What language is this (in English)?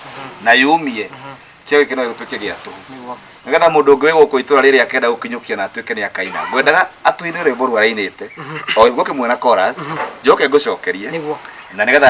Kikuyu